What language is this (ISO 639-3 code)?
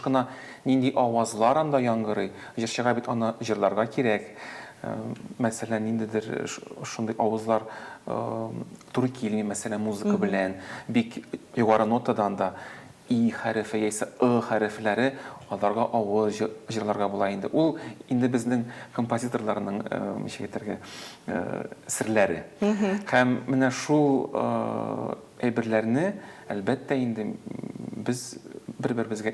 tat